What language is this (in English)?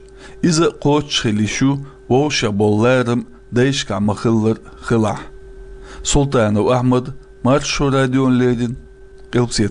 Chechen